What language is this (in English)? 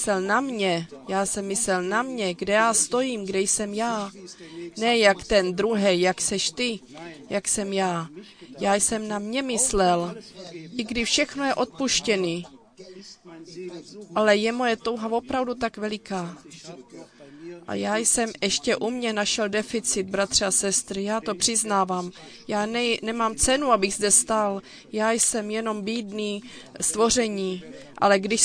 Czech